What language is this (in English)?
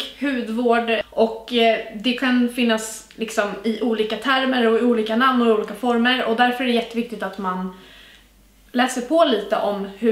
Swedish